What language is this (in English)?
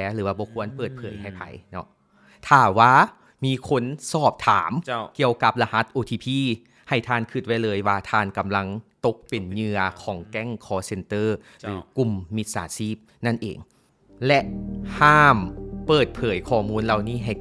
Lao